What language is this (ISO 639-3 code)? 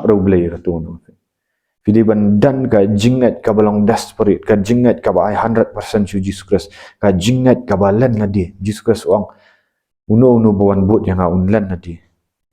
kha